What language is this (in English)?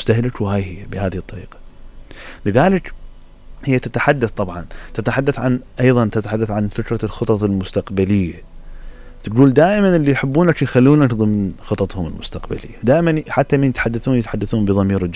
Mesopotamian Arabic